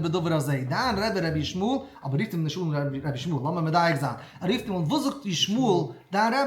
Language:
Yiddish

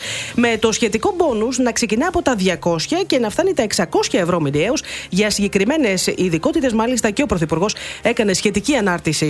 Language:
Greek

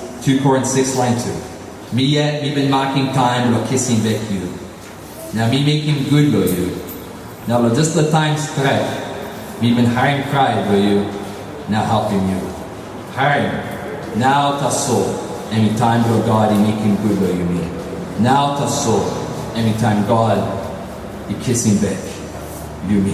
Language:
Tok Pisin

